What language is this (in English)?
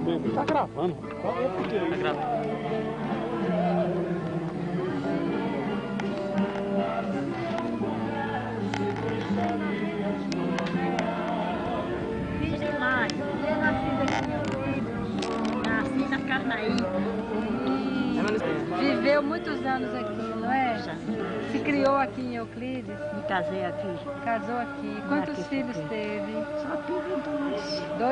Portuguese